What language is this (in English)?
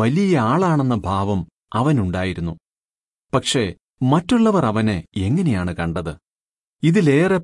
Malayalam